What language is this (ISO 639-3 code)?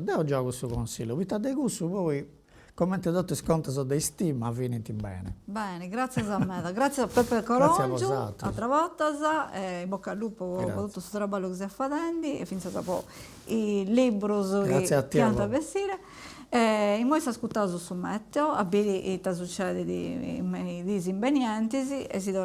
srd